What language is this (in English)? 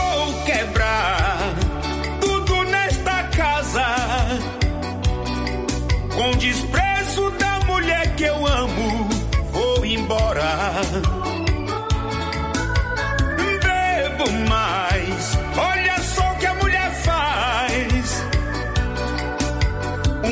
Portuguese